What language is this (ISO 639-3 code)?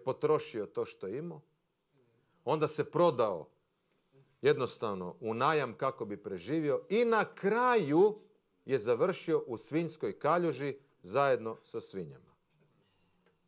hrv